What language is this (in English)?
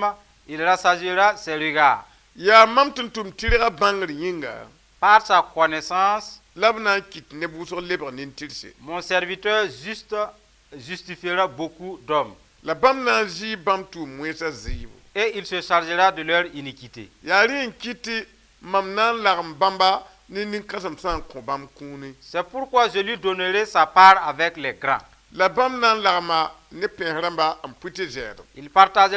Mossi